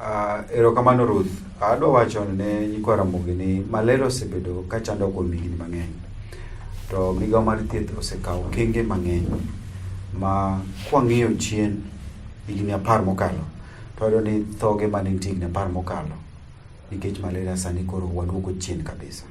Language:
Luo (Kenya and Tanzania)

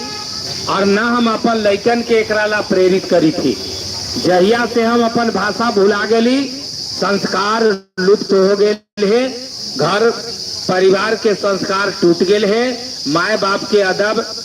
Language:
Magahi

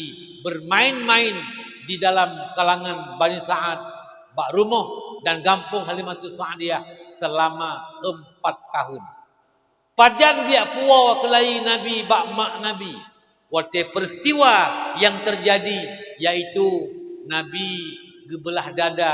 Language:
Achinese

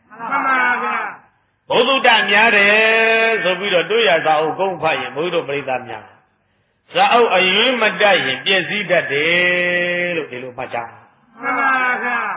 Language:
Burmese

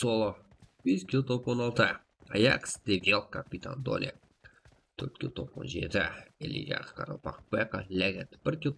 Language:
Kara-Kalpak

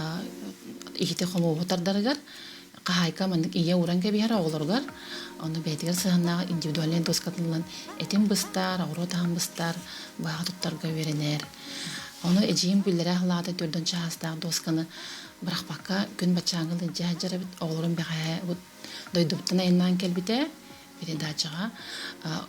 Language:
Yakut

